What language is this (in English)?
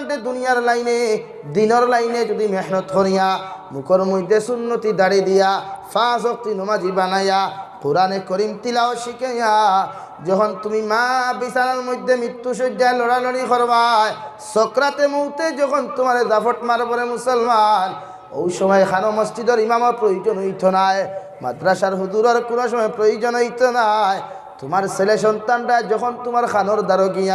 Sylheti